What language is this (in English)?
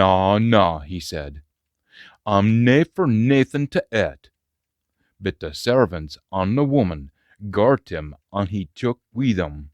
Scots